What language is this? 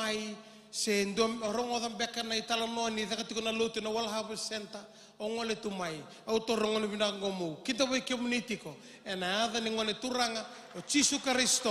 Fijian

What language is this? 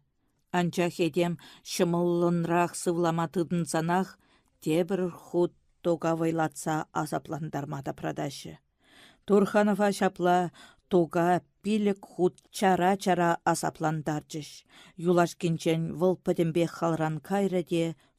Chuvash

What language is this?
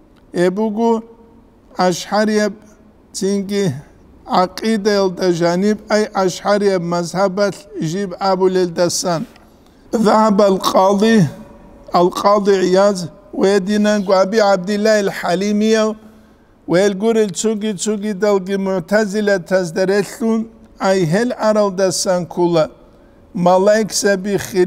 Avaric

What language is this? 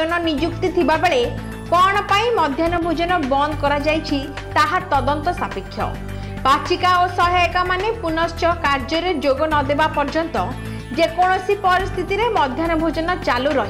Odia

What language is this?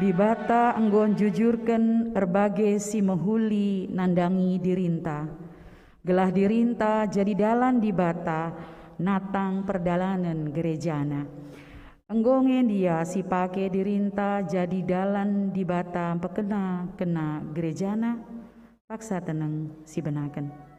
Batak Karo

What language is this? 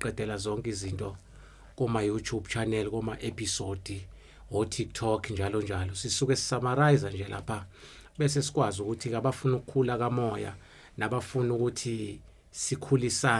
Zulu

